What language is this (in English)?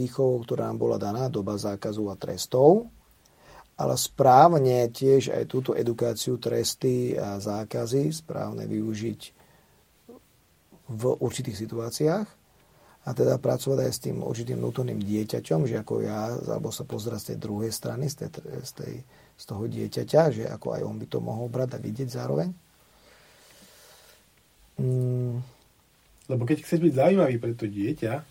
Slovak